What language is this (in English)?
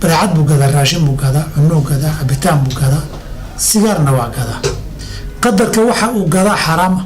Somali